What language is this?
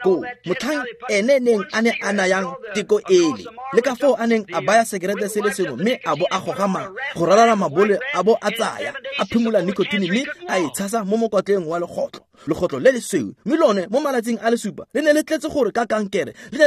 Tswana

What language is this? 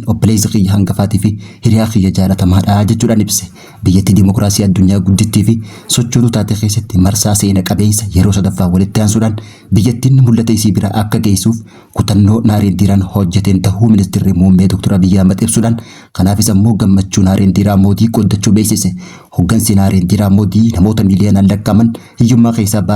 Oromo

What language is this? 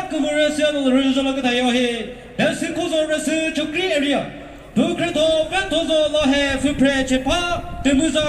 Chokri Naga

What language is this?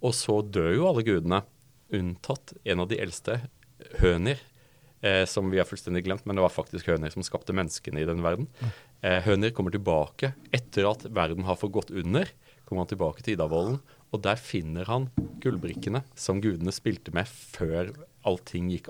Norwegian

